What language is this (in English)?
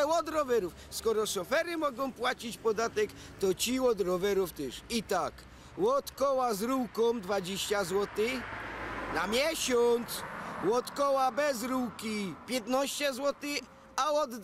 Silesian